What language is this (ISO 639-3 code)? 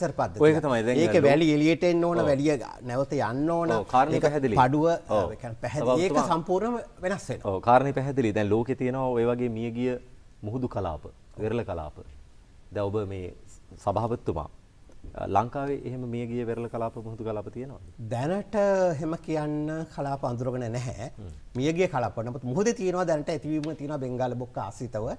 sin